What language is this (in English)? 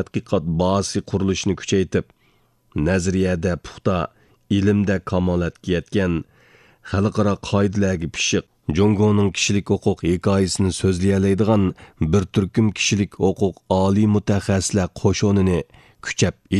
Uyghur